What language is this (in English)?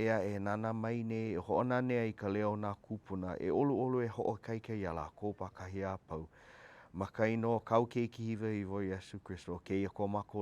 Hawaiian